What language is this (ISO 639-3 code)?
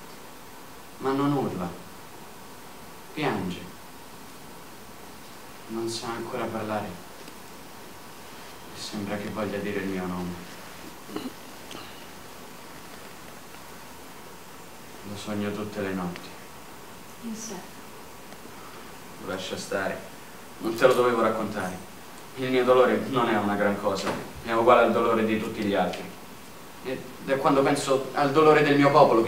ita